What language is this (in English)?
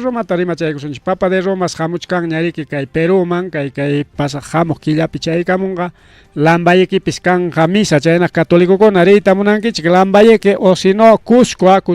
Ayacucho Quechua